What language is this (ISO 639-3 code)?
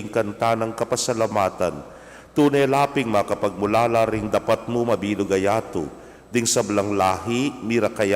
pam